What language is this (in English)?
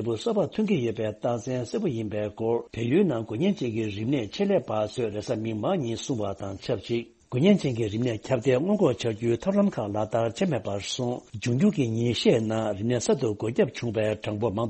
Tibetan